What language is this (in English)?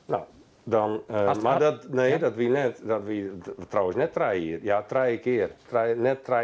Western Frisian